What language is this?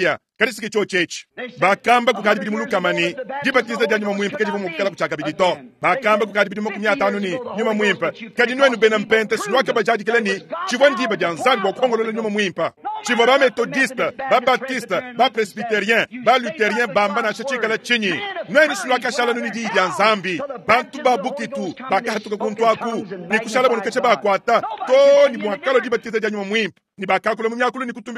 Luba-Lulua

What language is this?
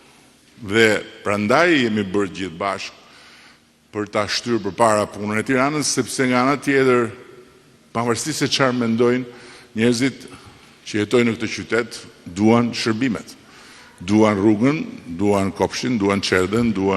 Albanian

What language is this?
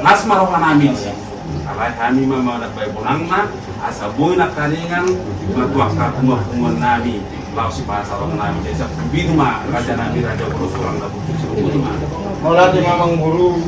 Batak Toba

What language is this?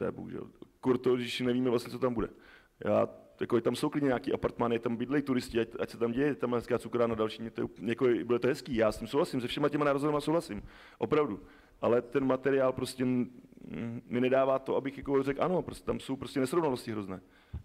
Czech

